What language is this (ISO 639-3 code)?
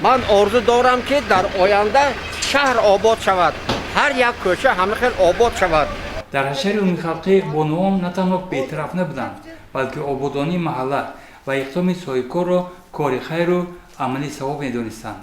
tgk